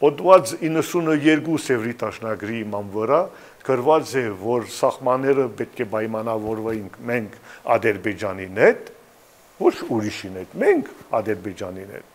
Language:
Western Armenian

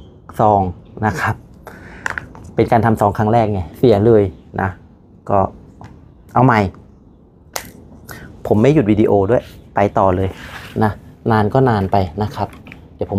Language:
Thai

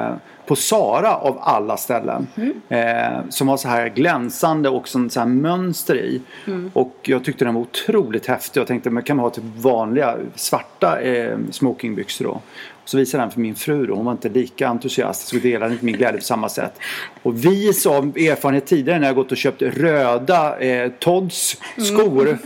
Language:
Swedish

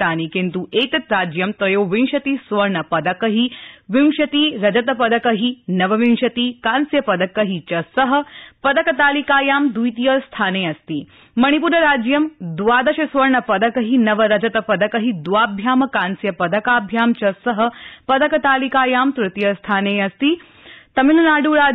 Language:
Sanskrit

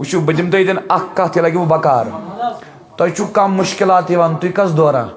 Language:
Kashmiri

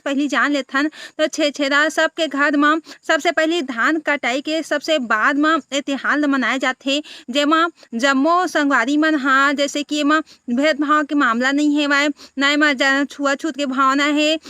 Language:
Chhattisgarhi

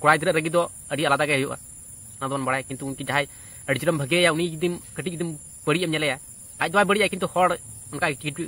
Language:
Santali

